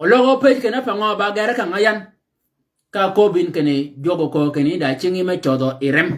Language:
Shilluk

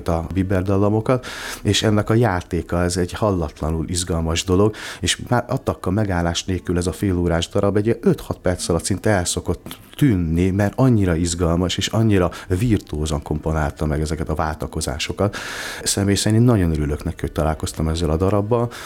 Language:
Hungarian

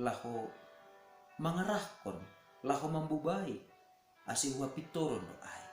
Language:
Batak Simalungun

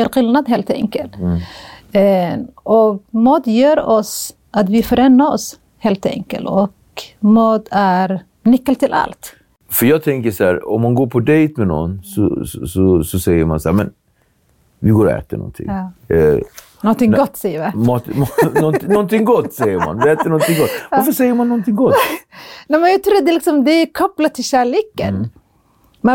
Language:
Swedish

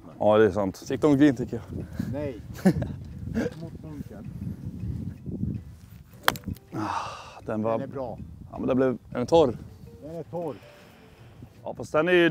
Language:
Swedish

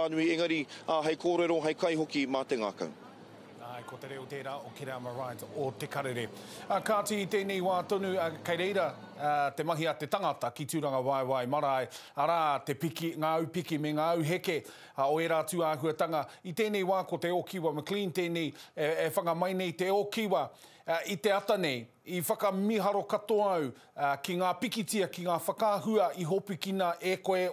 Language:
Māori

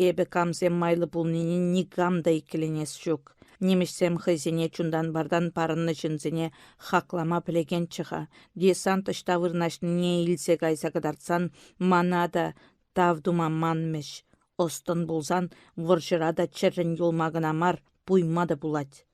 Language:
Chuvash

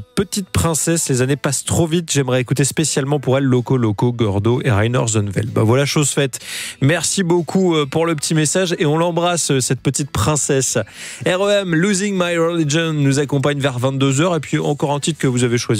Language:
French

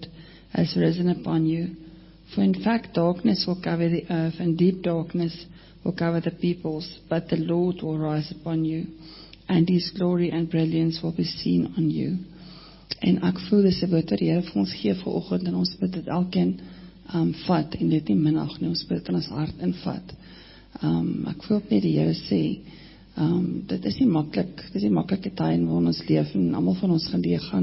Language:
Afrikaans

